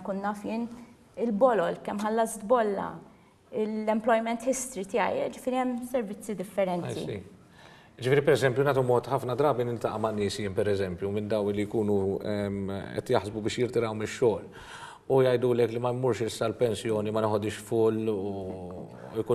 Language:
Maltese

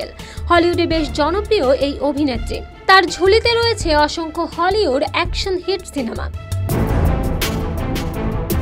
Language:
Bangla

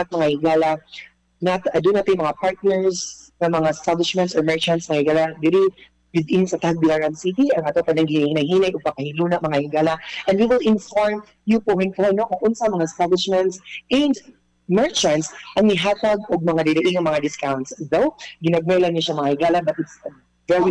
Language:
Cebuano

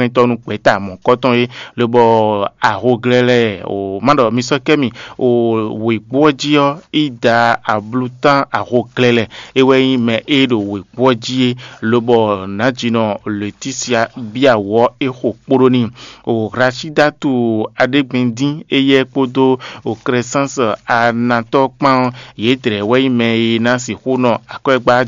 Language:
Fon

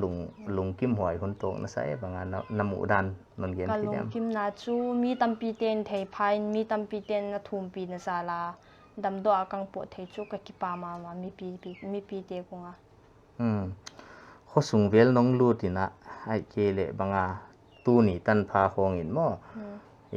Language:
Paite Chin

